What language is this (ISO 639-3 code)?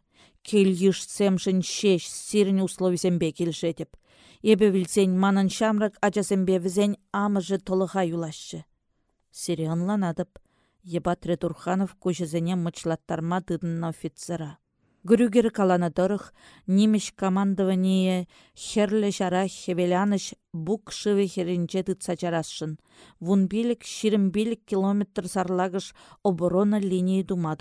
chv